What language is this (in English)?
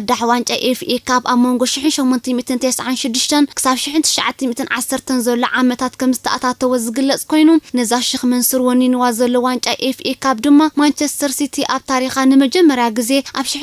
Tigrinya